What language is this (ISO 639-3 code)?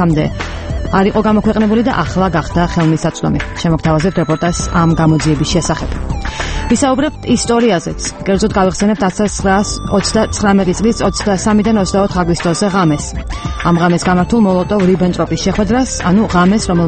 kat